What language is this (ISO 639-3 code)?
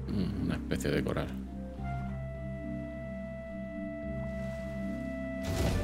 spa